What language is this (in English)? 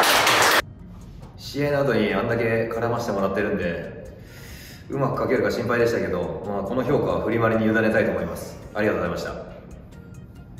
Japanese